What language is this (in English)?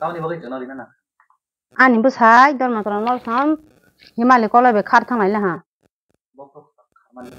Kok Borok